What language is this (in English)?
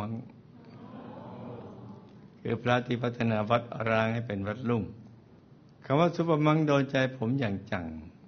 Thai